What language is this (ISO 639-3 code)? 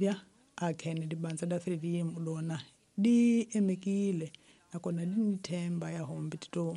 tso